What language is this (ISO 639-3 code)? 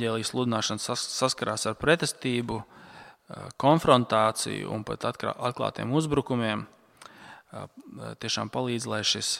lav